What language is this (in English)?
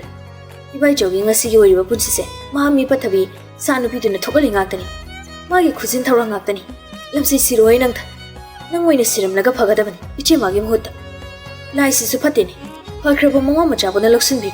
Manipuri